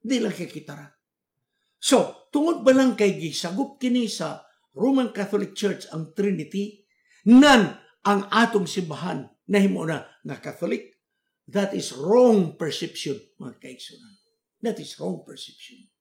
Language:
Cebuano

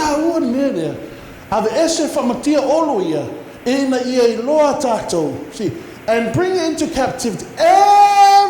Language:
Samoan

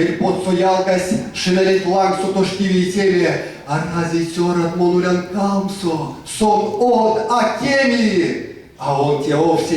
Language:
Erzya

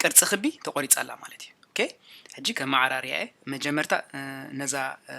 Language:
Tigrinya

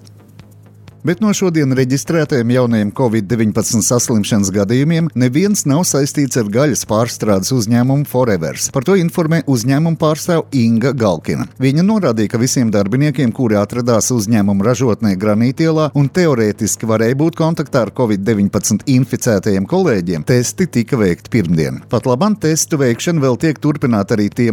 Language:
Latvian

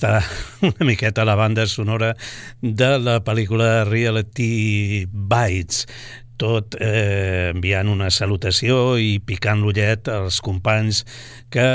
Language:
Catalan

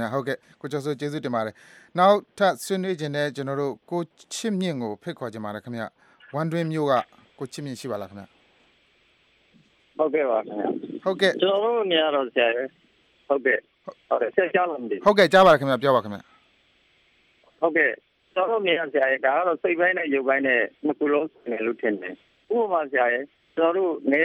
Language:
Burmese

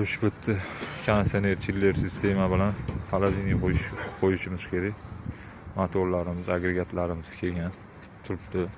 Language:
Uzbek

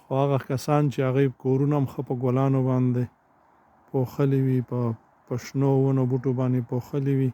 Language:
Pashto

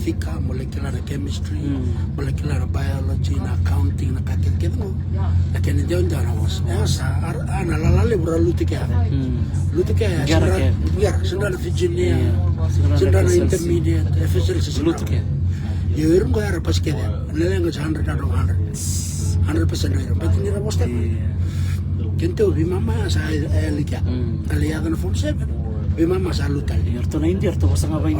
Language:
Fijian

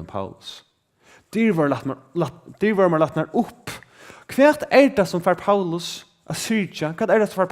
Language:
Faroese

